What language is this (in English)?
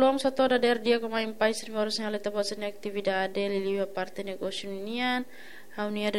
Tetum